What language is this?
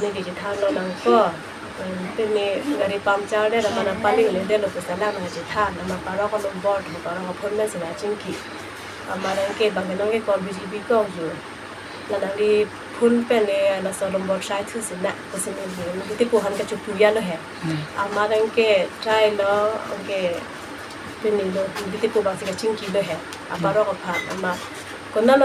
Karbi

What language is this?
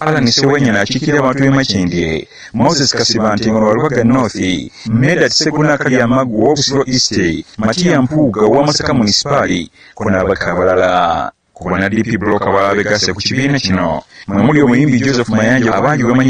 Ganda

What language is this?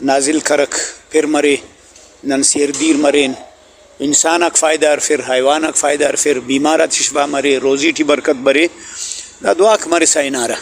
Brahui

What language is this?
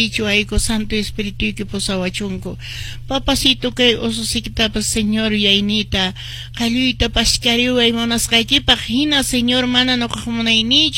Quechua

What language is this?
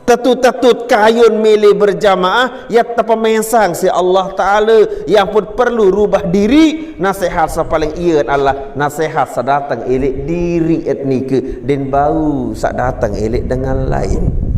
Sasak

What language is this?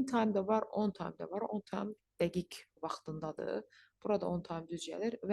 Azerbaijani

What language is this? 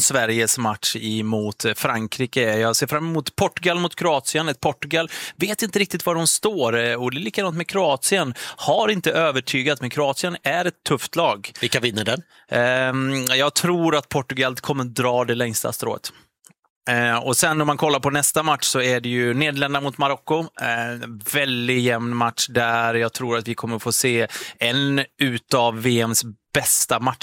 Swedish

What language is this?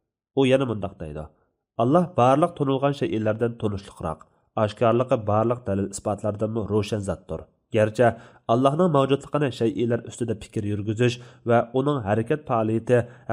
Uyghur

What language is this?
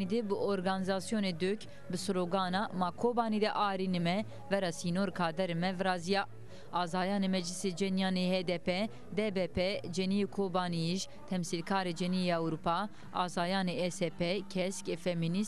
Zaza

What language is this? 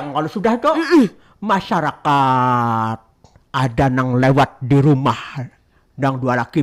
Banjar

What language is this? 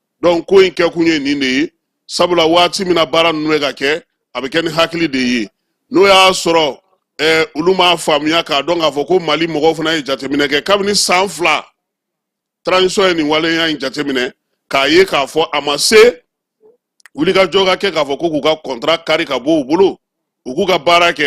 Bambara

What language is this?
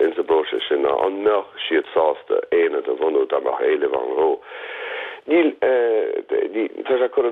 Irish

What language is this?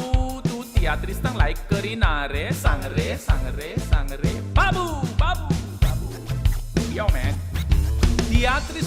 Konkani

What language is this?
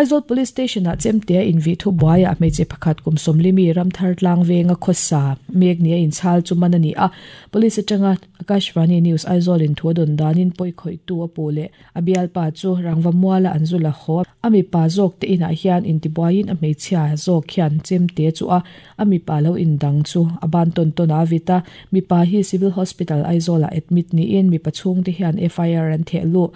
Mizo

